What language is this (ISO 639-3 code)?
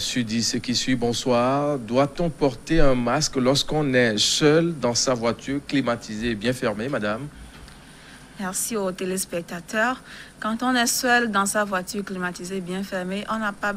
fra